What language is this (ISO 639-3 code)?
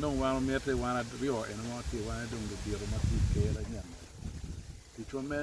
ach